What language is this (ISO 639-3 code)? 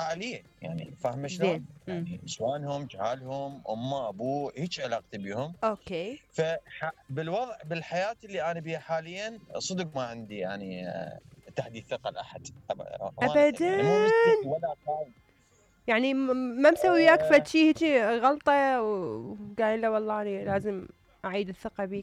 acm